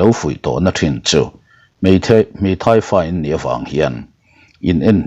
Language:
Mizo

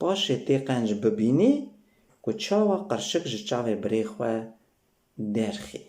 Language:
Kurdish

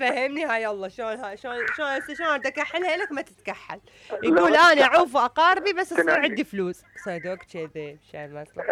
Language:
Mesopotamian Arabic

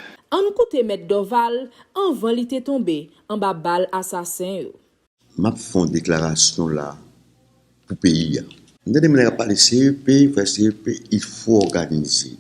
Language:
Haitian Creole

